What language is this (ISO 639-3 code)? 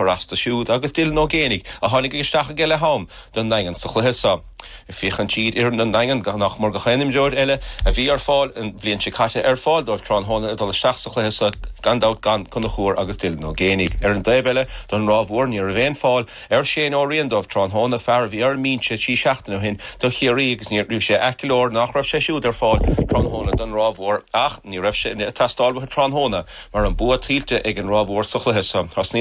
gle